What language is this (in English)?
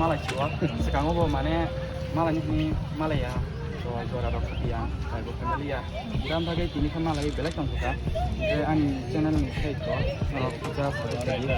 Kok Borok